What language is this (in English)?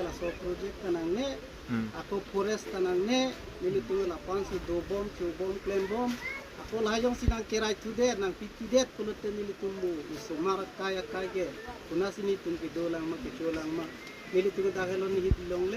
Karbi